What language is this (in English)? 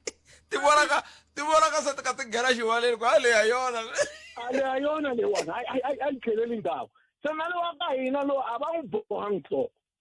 Tsonga